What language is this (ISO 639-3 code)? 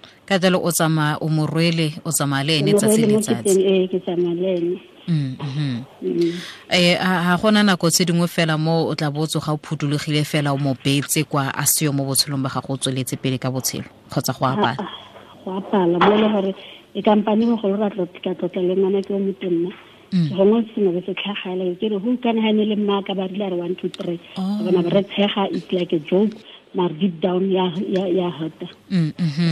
tsn